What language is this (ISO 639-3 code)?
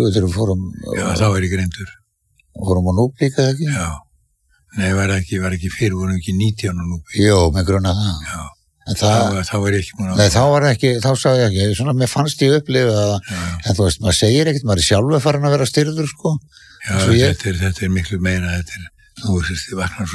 isl